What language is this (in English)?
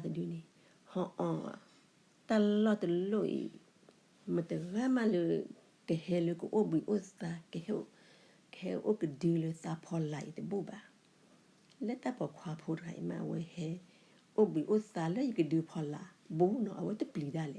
S'gaw Karen